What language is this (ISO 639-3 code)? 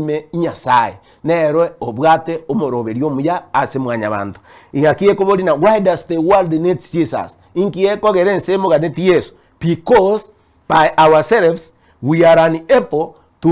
guz